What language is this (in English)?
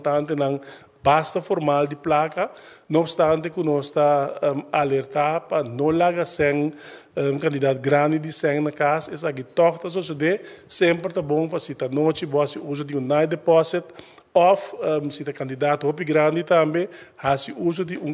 Papiamento